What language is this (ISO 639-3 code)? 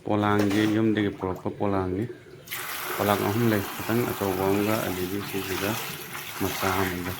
mni